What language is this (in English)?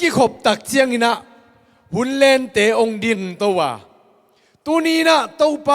Tedim Chin